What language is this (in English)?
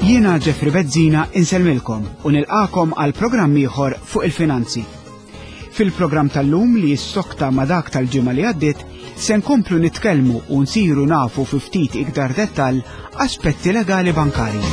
Maltese